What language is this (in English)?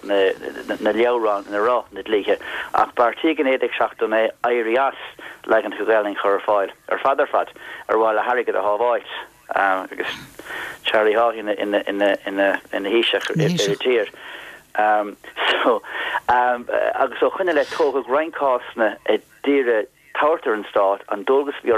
Irish